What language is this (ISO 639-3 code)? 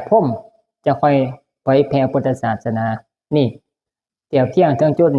tts